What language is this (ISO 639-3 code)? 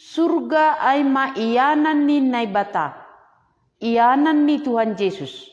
bts